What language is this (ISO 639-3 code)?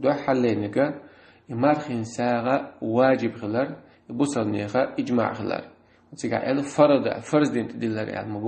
che